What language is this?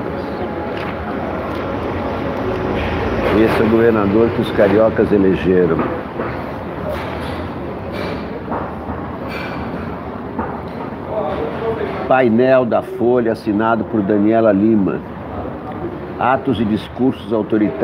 Portuguese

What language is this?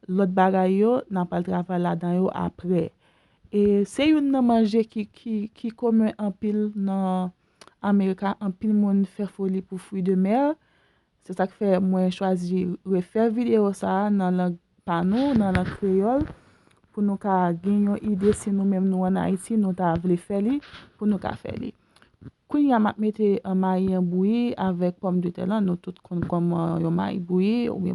Haitian Creole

